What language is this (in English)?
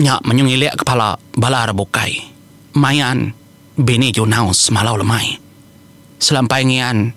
Iban